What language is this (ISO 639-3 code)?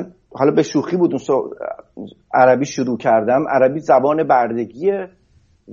fas